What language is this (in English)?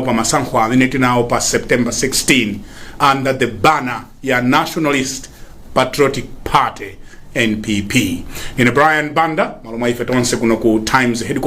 Nyanja